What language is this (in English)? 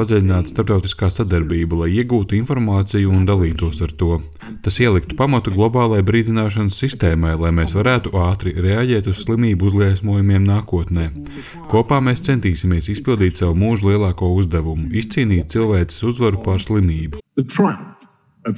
Latvian